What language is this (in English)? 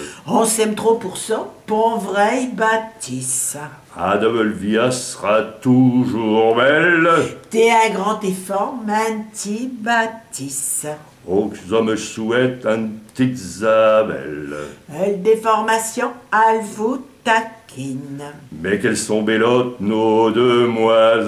Picard